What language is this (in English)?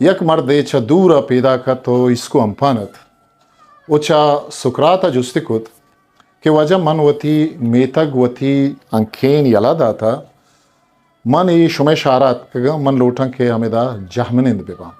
Eastern Balochi